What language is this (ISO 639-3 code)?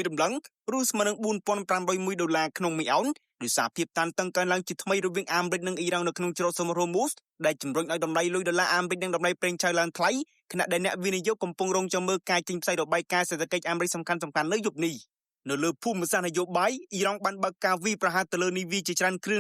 khm